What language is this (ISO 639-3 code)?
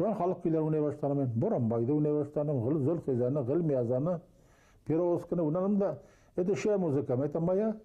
bak